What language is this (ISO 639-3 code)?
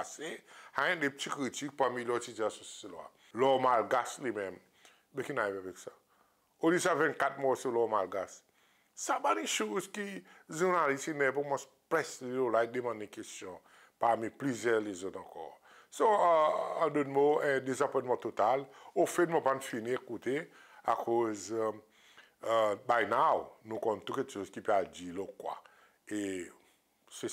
crs